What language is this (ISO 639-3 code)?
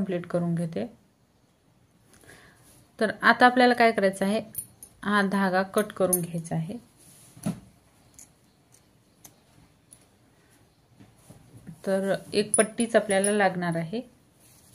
mar